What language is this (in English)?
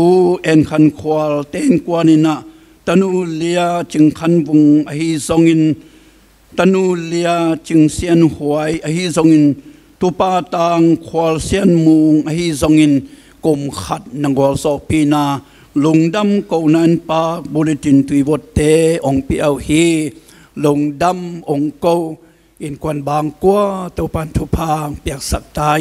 Tedim Chin